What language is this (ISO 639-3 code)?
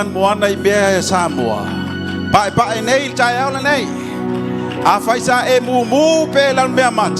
smo